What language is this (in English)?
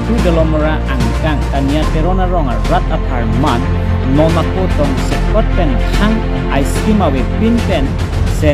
Karbi